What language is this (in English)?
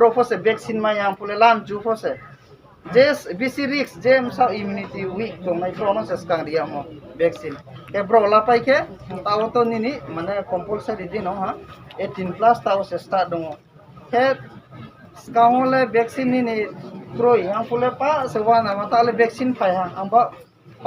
Riang (India)